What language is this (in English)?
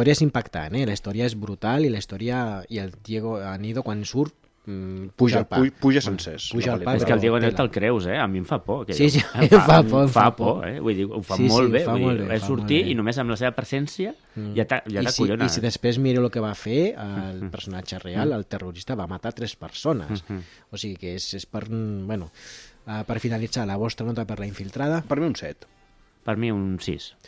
Catalan